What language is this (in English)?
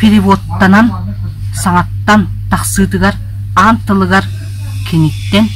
Yakut